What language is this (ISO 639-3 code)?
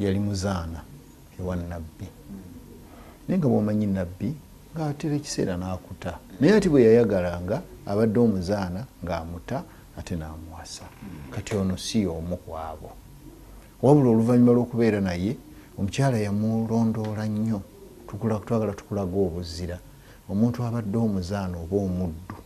lug